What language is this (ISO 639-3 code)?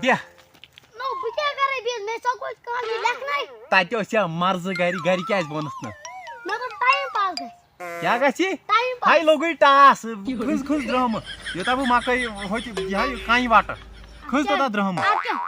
kas